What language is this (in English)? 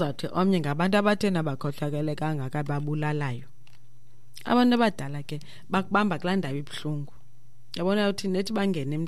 Xhosa